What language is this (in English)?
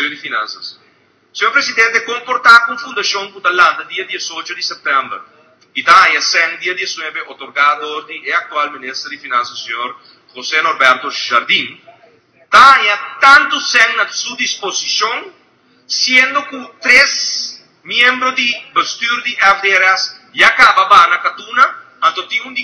Papiamento